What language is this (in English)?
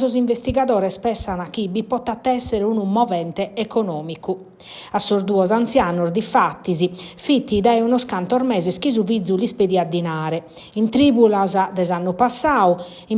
Sardinian